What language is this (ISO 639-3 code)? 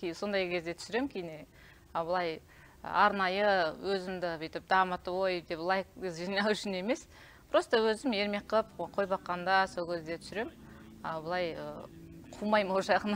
kaz